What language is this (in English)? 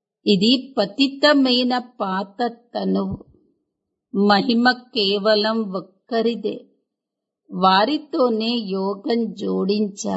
Telugu